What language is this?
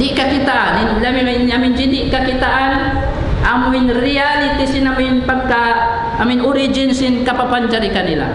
Tausug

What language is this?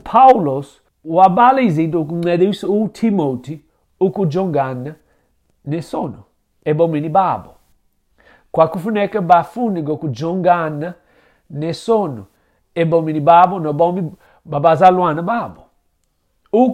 Xhosa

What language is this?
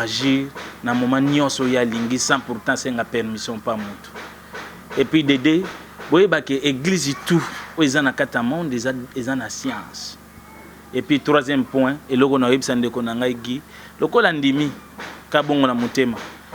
Lingala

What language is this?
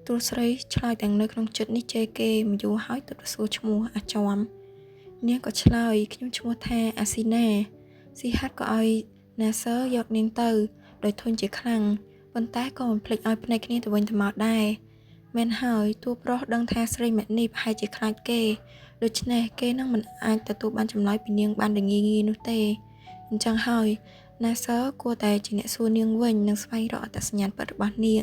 Khmer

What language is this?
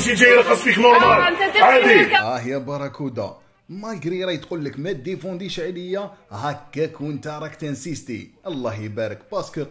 Algerian Arabic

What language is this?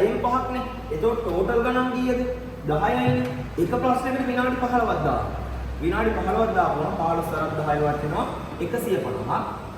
Sinhala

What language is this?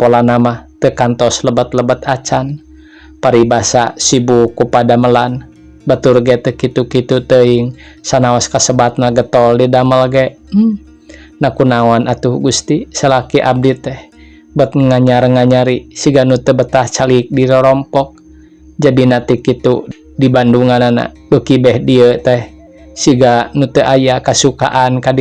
Sundanese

